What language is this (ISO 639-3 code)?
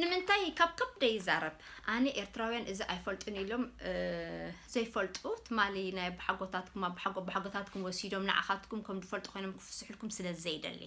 tir